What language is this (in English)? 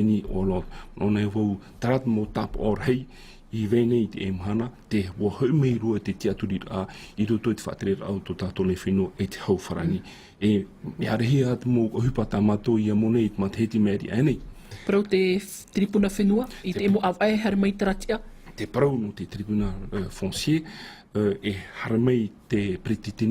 Tahitian